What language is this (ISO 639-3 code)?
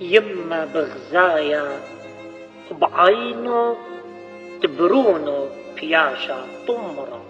aii